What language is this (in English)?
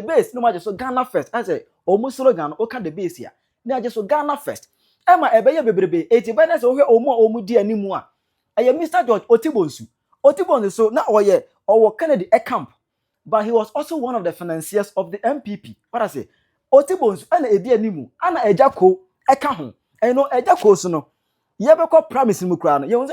Akan